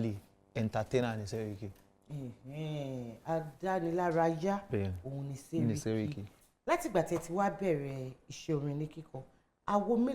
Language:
Yoruba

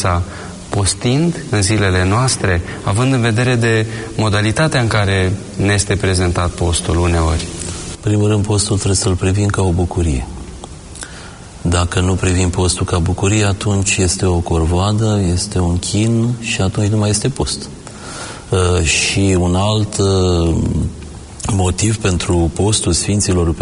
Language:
Romanian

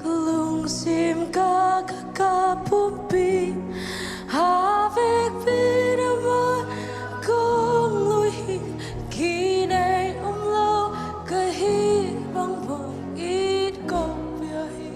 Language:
Tedim Chin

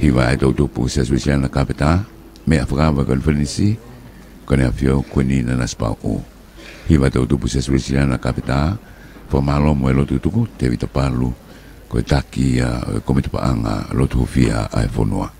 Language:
Tongan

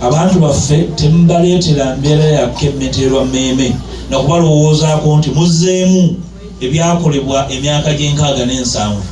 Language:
Ganda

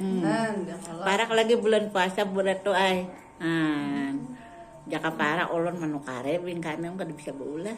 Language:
Banjar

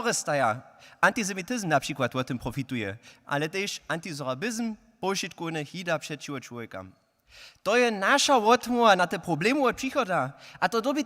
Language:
Upper Sorbian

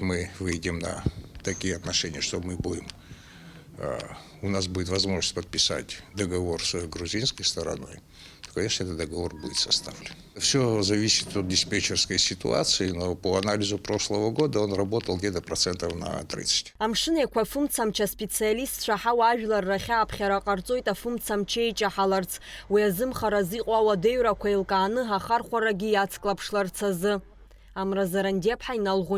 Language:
Abkhazian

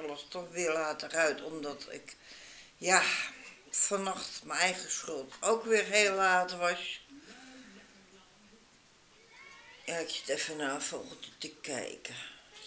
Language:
Dutch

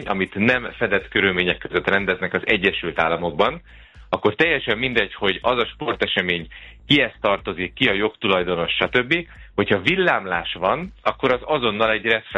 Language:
Hungarian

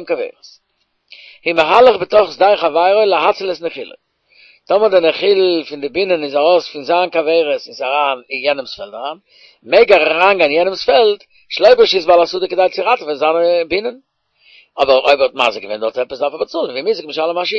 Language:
Yiddish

